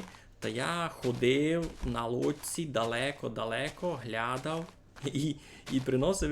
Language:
Rusyn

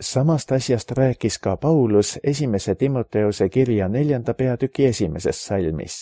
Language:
Estonian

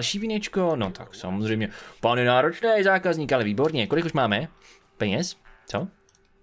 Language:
Czech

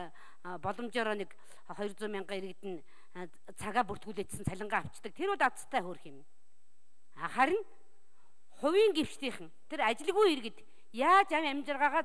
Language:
Mongolian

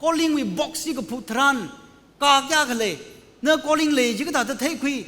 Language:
Tangkhul Naga (India)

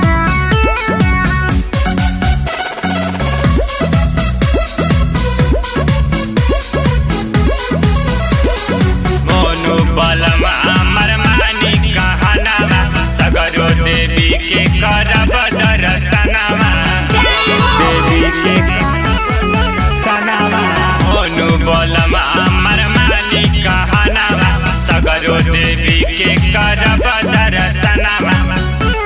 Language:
Bhojpuri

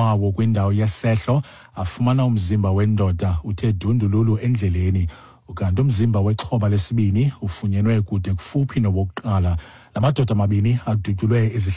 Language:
Xhosa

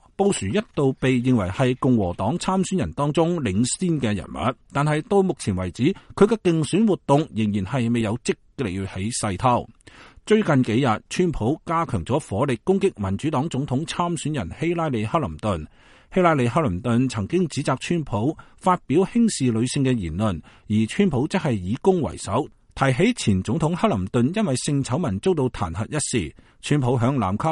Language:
Cantonese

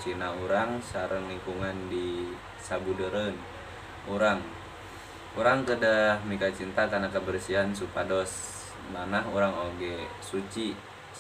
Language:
Sundanese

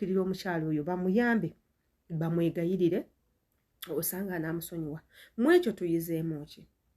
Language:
Ganda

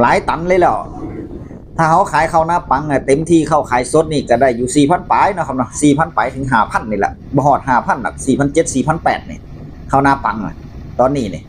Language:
Northeastern Thai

